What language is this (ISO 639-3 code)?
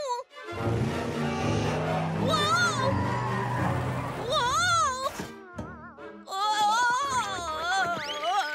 ell